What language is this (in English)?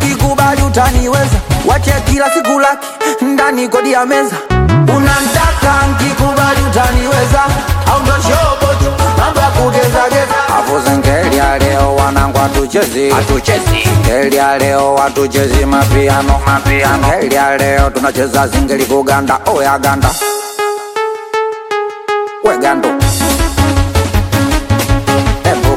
Swahili